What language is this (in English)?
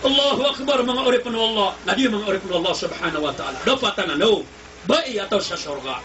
Maranao